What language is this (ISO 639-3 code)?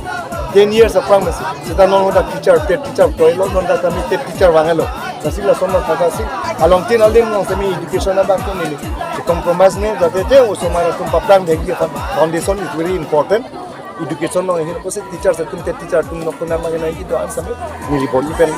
mjw